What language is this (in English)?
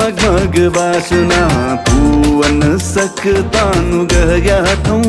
Newari